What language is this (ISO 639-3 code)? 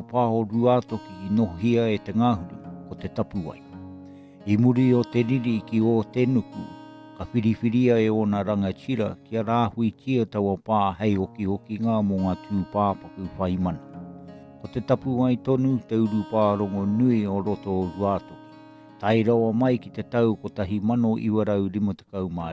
mri